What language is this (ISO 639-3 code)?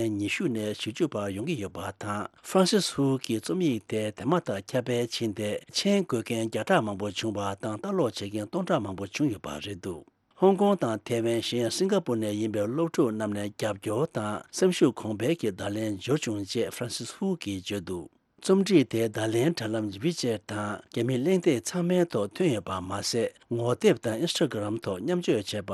bod